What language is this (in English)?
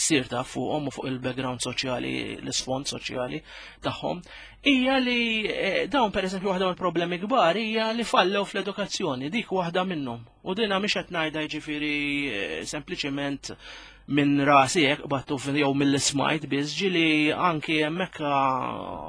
Maltese